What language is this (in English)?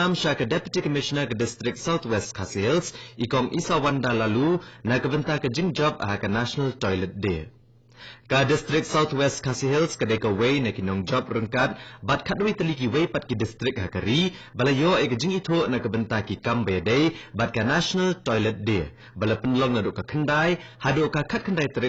Khasi